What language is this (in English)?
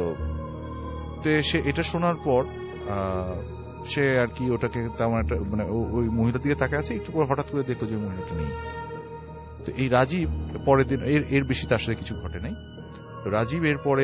Bangla